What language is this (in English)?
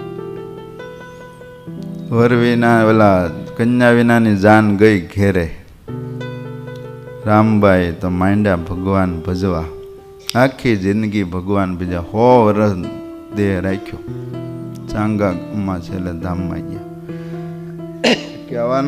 Gujarati